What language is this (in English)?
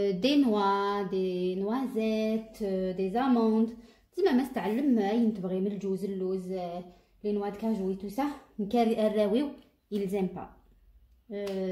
Algerian Arabic